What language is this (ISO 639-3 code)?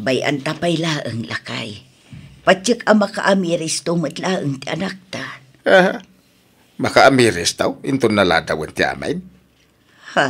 ilo